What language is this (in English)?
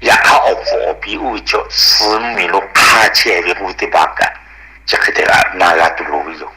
Lahu